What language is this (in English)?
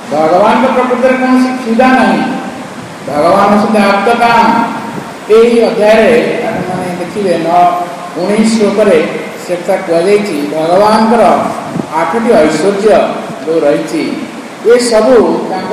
Odia